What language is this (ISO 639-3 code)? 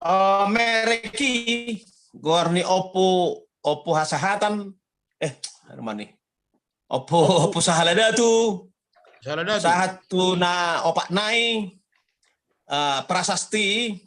bbc